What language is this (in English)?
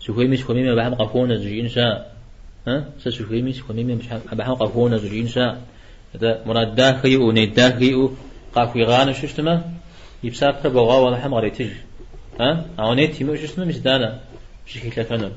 Kabardian